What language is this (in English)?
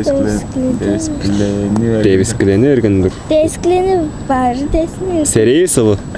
Tuvinian